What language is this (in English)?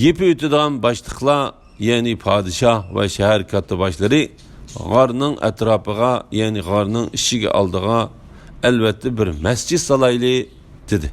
Uyghur